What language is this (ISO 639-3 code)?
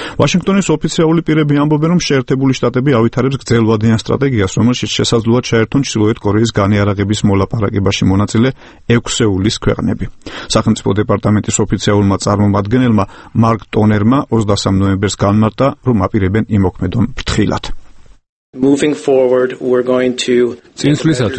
kat